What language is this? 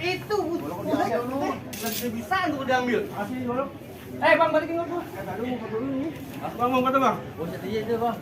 Betawi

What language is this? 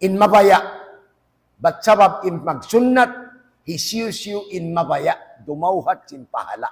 Tausug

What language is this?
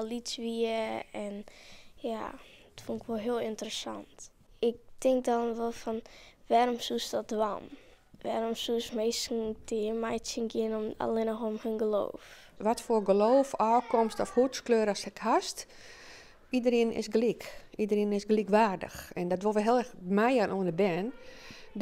Western Frisian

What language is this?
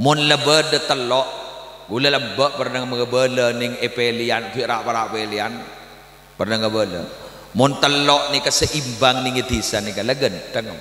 Madurese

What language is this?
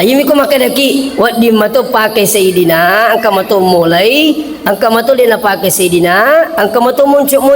Buginese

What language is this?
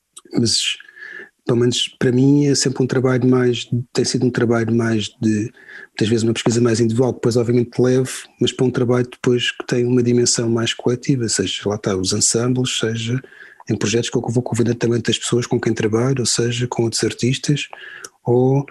Portuguese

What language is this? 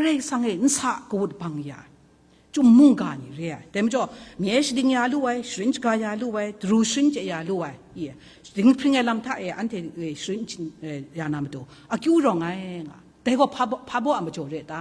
Kachin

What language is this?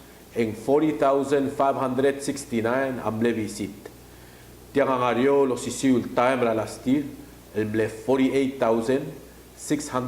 Palauan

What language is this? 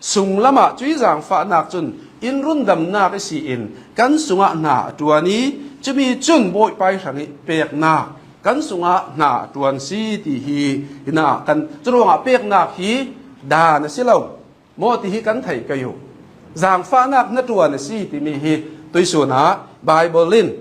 Hakha Chin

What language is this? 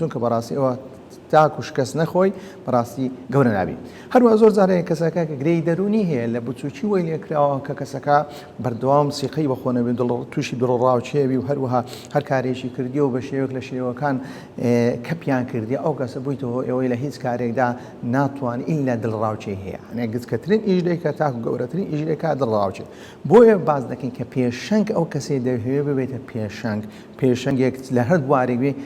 Central Kurdish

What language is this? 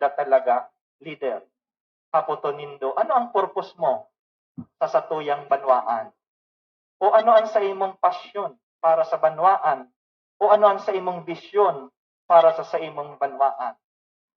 Bikol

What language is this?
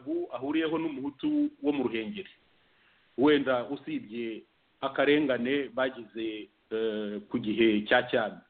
Kinyarwanda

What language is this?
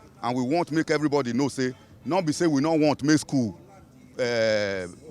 Nigerian Pidgin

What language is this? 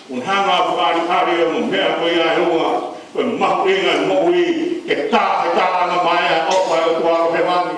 Tongan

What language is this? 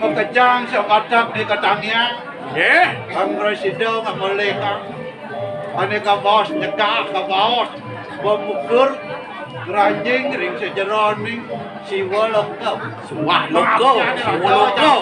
Balinese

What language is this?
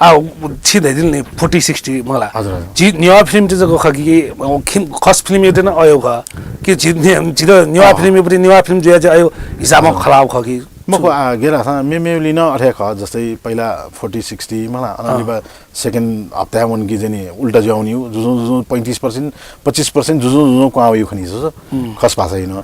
Newari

